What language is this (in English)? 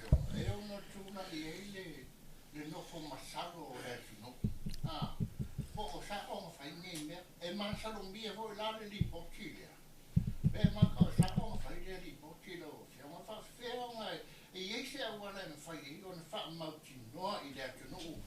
Samoan